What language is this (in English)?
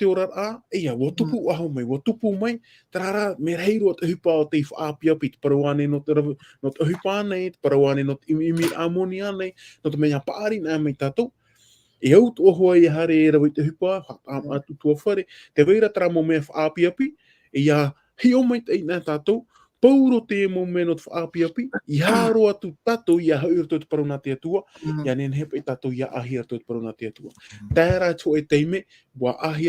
Tahitian